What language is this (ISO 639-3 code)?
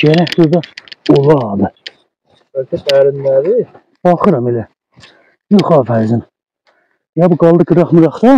azb